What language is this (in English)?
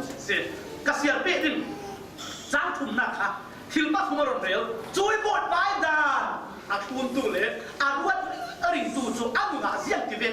Falam Chin